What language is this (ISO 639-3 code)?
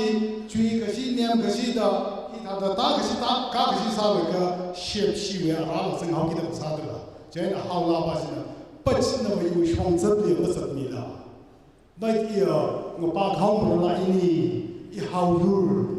nmf